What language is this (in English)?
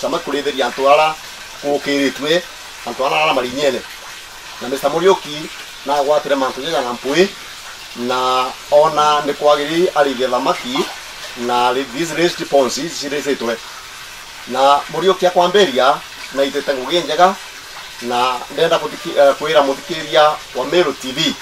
Meru